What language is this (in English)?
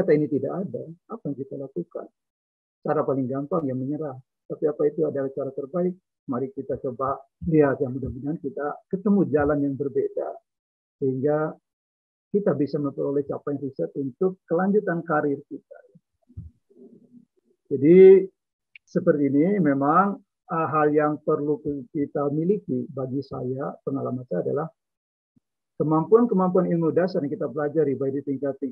Indonesian